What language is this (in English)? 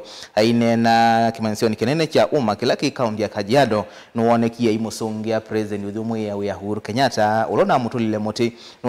Kamba